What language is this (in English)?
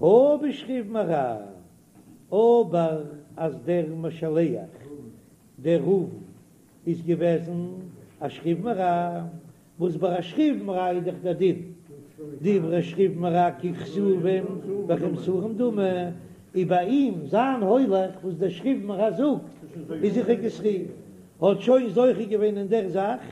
Yiddish